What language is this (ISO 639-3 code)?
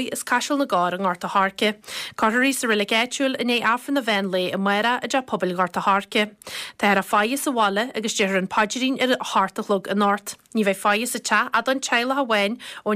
gle